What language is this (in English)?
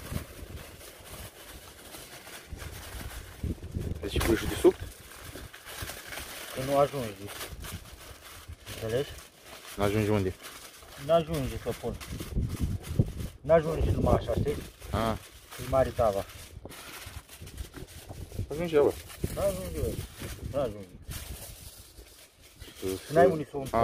Romanian